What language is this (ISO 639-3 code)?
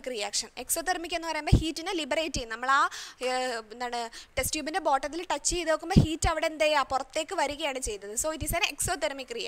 mal